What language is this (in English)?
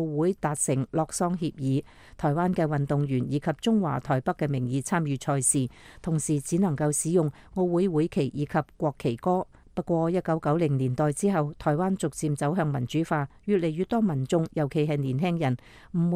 Cantonese